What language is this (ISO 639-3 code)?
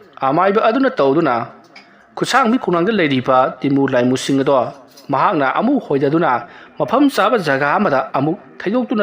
mni